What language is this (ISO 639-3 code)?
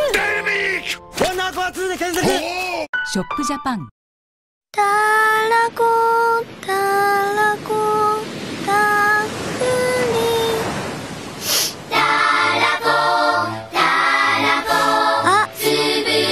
jpn